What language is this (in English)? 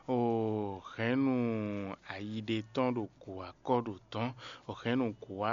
Fon